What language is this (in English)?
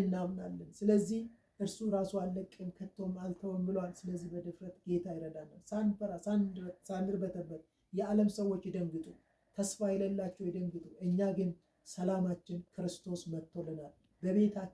Amharic